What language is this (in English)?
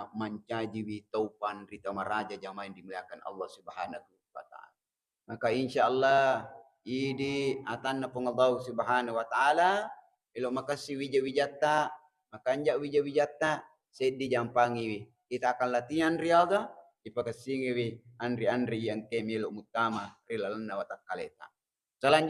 Buginese